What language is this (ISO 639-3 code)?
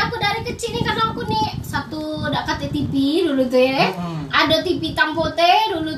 ind